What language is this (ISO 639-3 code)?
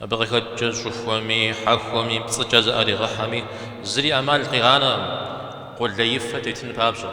kbd